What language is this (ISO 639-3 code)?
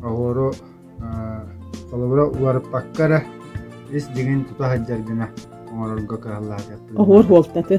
sah